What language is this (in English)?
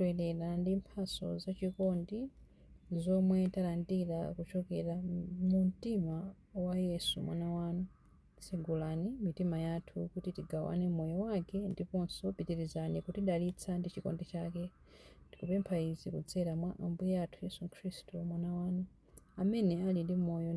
Nyanja